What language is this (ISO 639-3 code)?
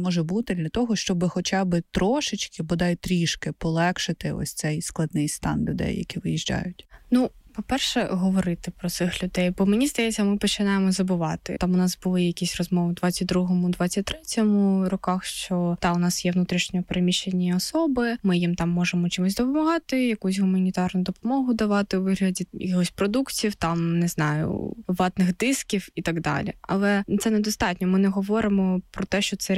ukr